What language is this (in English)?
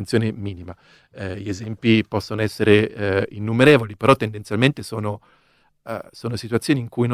Italian